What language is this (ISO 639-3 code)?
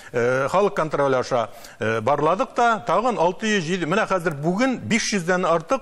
tat